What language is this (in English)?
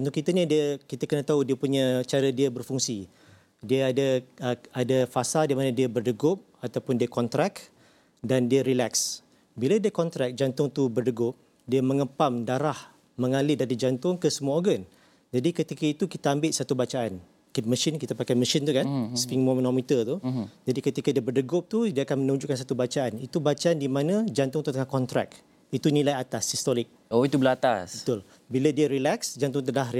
Malay